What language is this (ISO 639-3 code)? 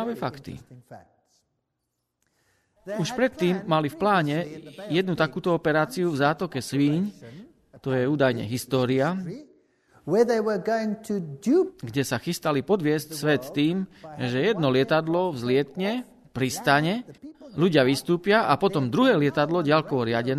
slk